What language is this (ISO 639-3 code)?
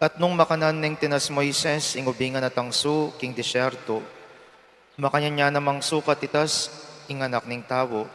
pam